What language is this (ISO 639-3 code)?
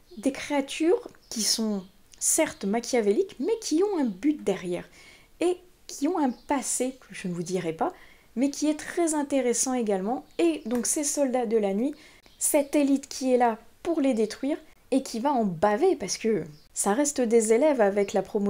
fra